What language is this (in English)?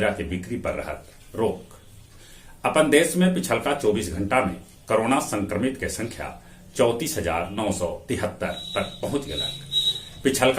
Magahi